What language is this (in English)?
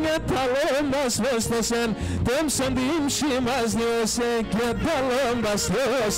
Greek